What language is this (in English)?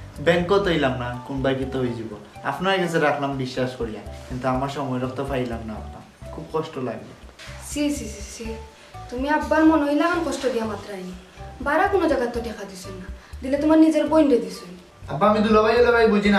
Sylheti